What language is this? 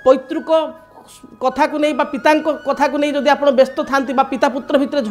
Odia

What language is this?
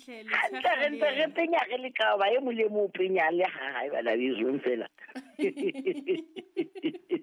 Southern Sotho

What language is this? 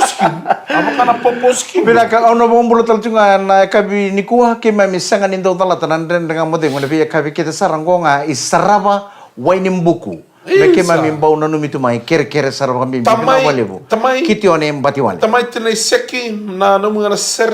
Fijian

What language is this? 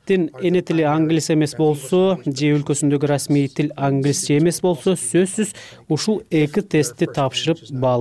Kyrgyz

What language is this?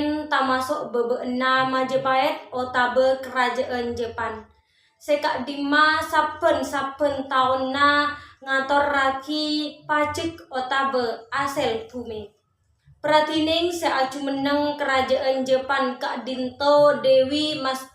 Madurese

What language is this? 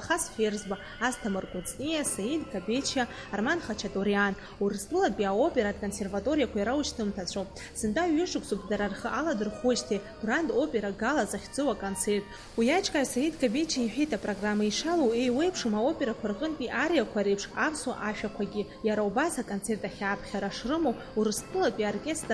Abkhazian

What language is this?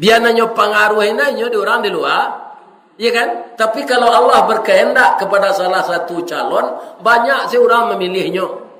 Minangkabau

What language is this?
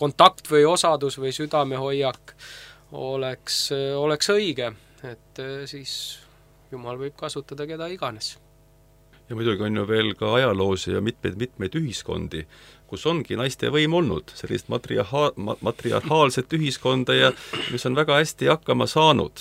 Estonian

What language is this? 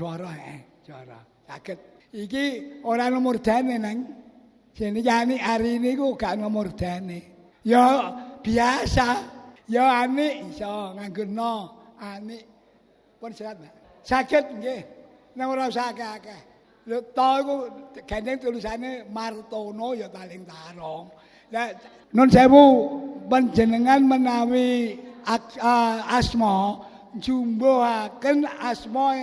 Javanese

